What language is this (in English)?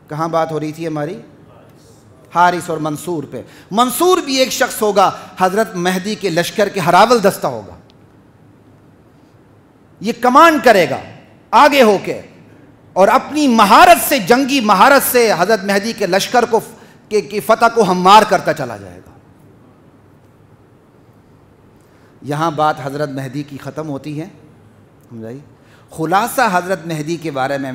Urdu